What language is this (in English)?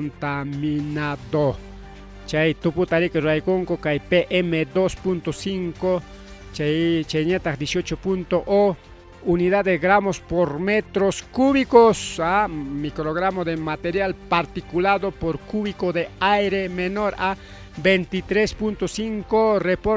Ayacucho Quechua